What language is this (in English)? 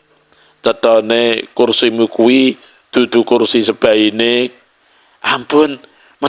Javanese